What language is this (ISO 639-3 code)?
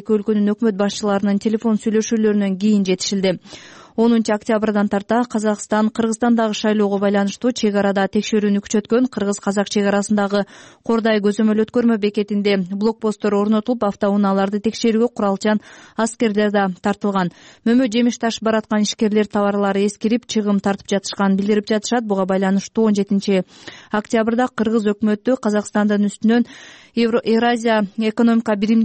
kir